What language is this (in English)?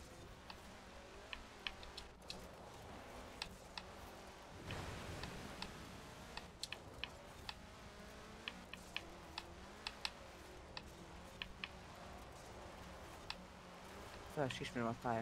Hungarian